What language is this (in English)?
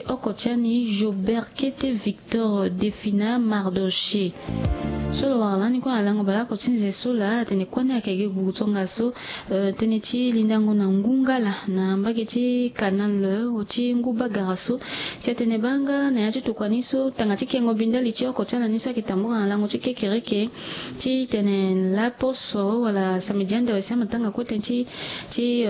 Sango